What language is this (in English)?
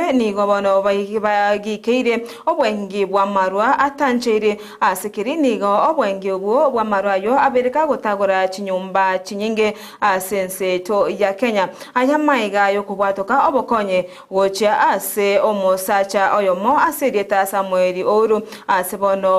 Gusii